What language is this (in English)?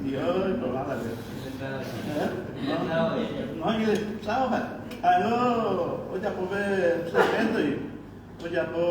Guarani